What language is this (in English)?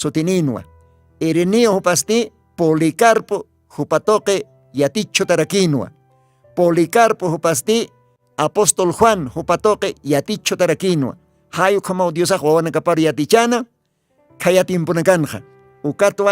Aymara